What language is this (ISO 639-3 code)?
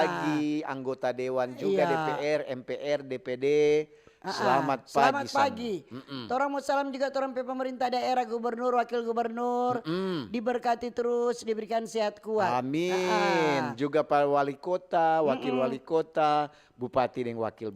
xmm